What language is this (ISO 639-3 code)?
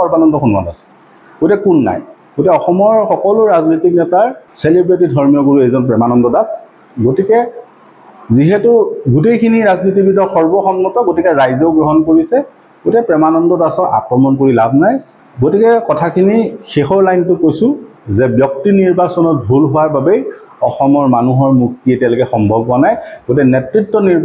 asm